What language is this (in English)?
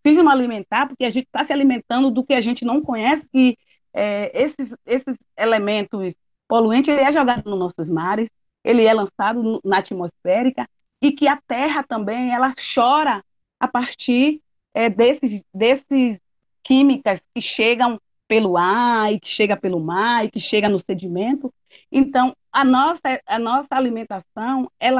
Portuguese